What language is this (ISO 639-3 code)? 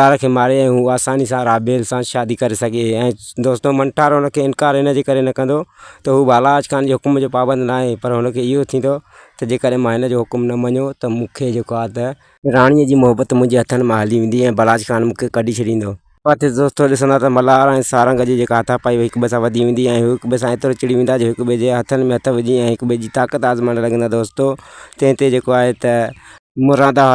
snd